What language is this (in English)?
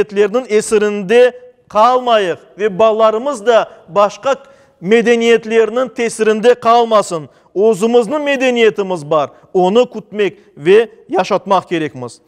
Crimean Tatar